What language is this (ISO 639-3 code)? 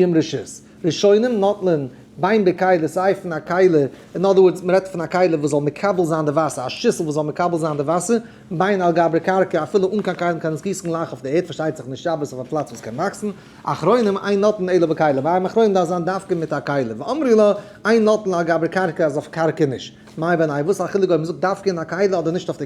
yid